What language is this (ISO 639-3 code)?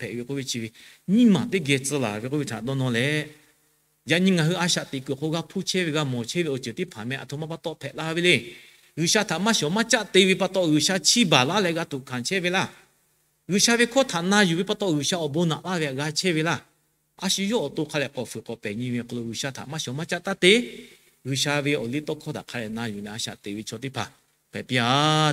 lhu